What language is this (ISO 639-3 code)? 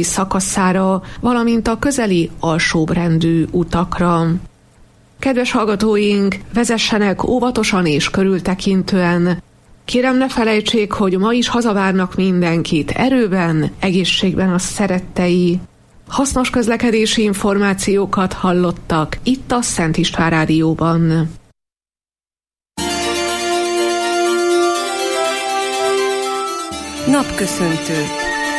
hun